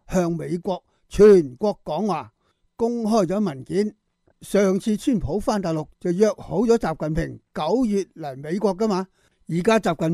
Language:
Cantonese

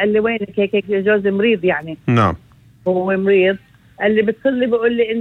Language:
North Levantine Arabic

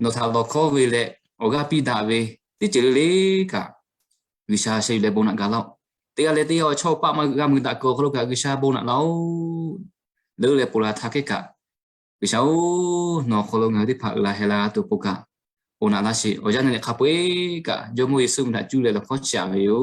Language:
Lahu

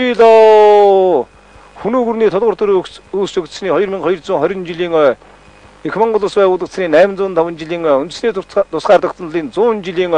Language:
Mongolian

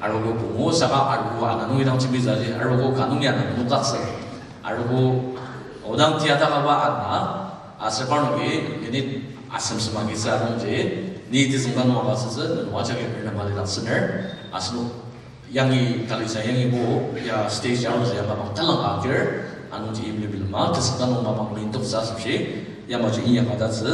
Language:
Ao Naga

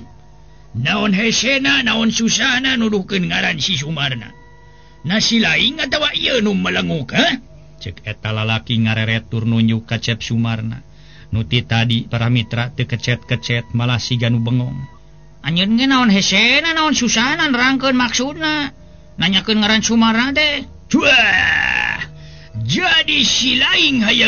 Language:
Sundanese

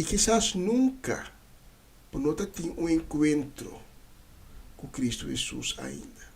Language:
Papiamento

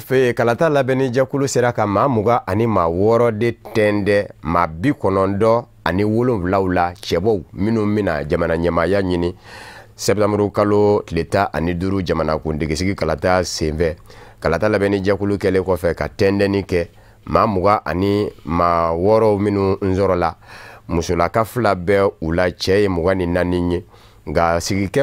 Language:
Bambara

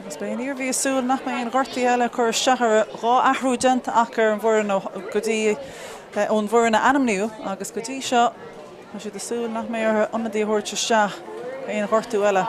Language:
Irish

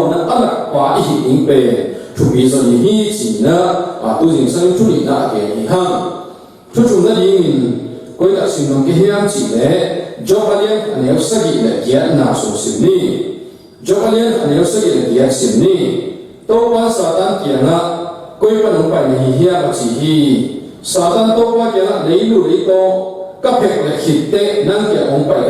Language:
Tedim Chin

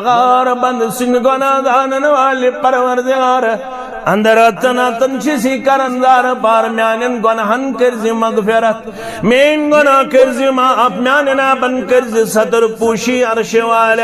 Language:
Kashmiri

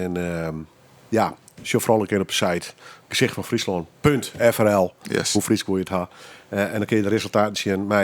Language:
Western Frisian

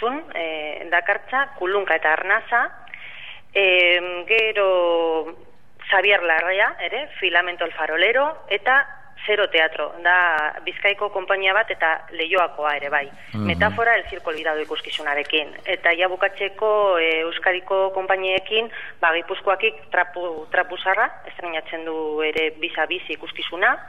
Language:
Basque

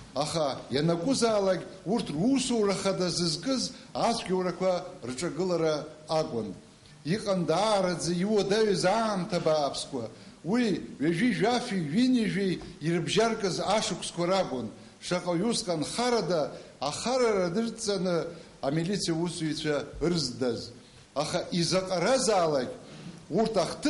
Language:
Abkhazian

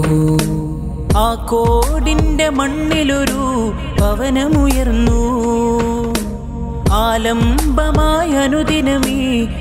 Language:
Malayalam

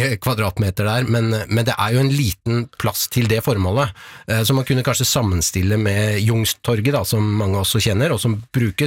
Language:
Norwegian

